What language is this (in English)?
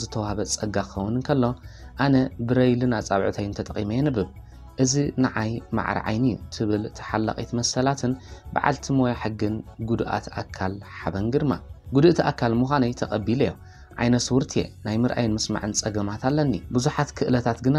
Tigrinya